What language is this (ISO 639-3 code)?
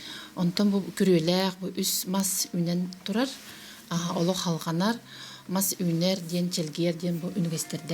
sah